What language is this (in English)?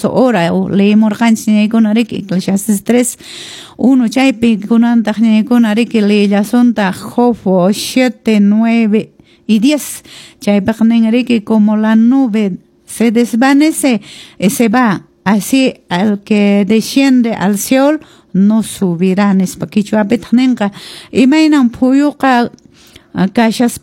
Quechua